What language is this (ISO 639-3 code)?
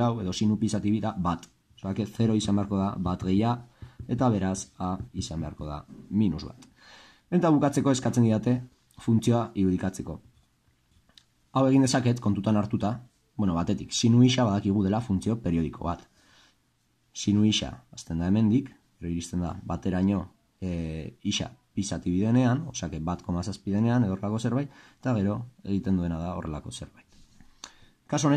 eus